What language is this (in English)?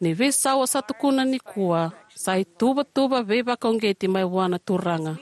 Fijian